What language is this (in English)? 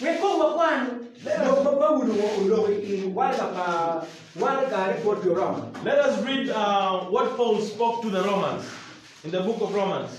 Acoli